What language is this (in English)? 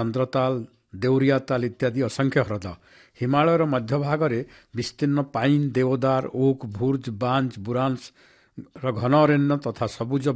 Odia